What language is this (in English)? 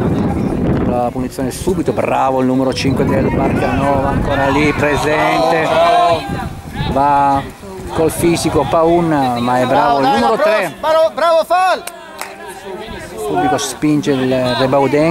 Italian